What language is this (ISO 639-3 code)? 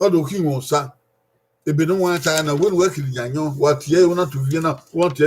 bin